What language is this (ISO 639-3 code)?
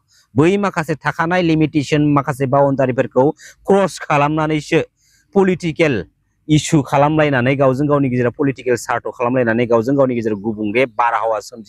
brx